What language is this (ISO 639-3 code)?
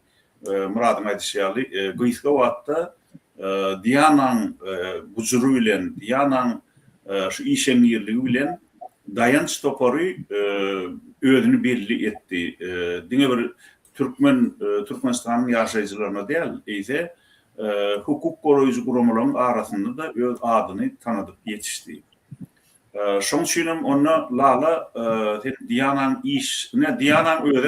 tuk